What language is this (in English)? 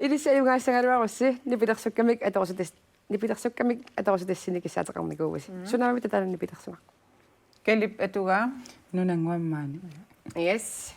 Kalaallisut